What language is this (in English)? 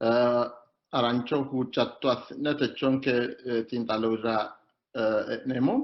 Sidamo